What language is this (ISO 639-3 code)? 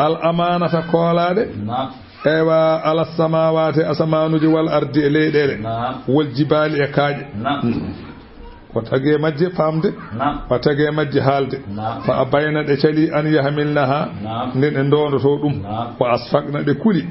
ful